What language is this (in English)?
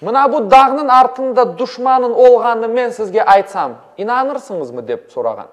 Crimean Tatar